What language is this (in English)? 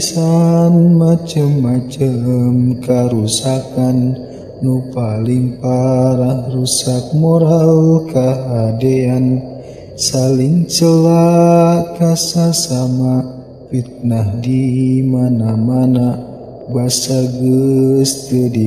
Sundanese